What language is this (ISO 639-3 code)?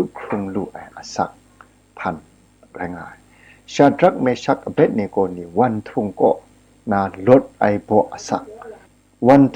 kac